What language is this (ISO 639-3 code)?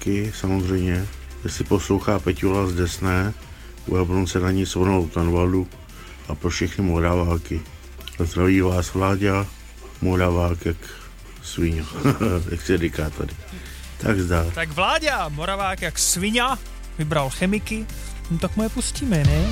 ces